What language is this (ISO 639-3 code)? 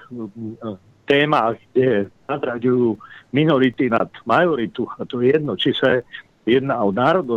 slk